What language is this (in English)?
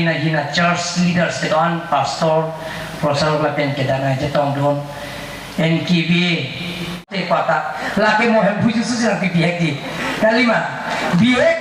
Karbi